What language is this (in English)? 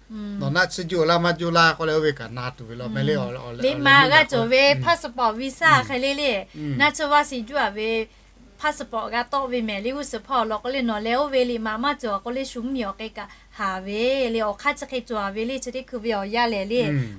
Lahu